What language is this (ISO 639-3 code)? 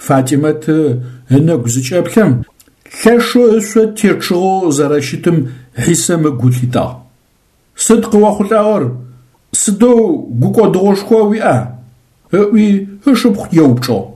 ady